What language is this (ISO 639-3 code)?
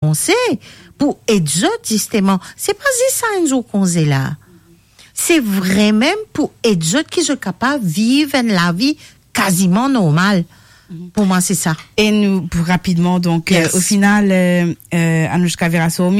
mfe